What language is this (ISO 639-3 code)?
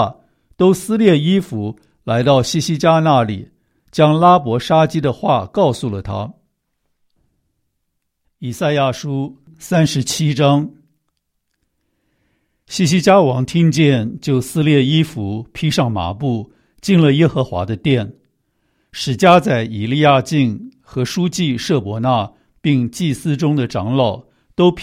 zho